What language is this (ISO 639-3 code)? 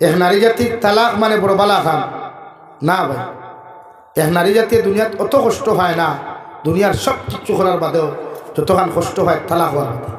syl